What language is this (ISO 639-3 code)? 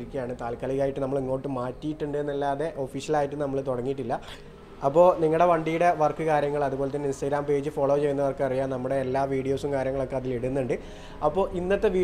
mal